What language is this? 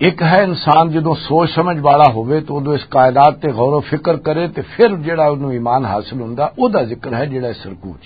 Western Panjabi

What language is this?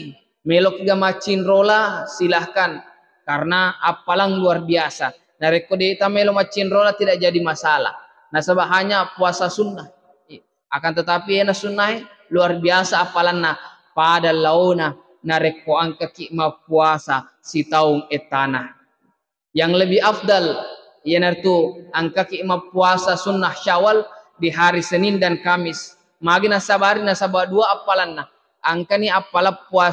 Buginese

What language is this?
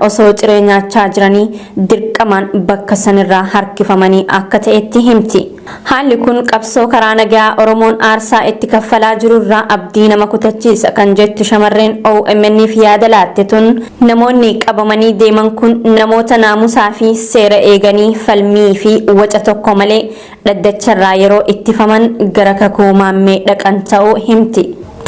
Oromo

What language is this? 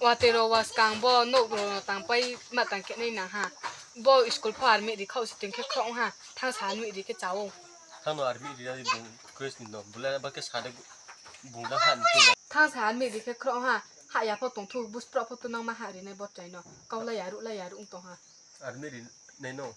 Riang (India)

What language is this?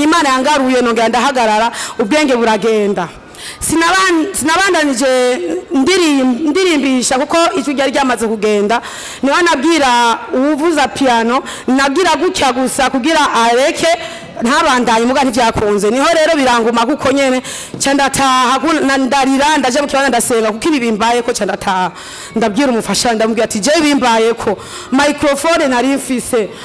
Rundi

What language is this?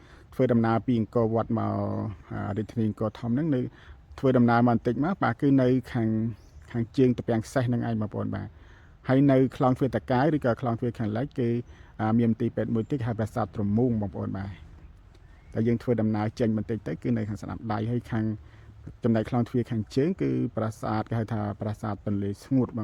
Khmer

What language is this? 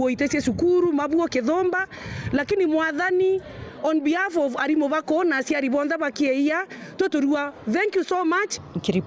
Meru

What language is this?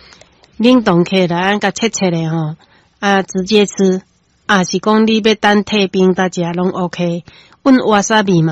Min Nan Chinese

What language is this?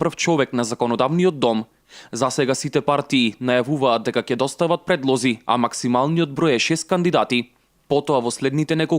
Macedonian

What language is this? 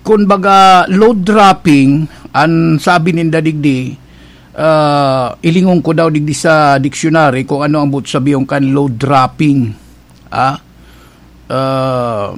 Bikol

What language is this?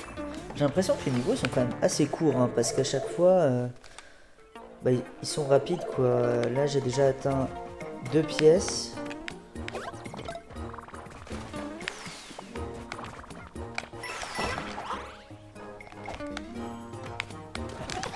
French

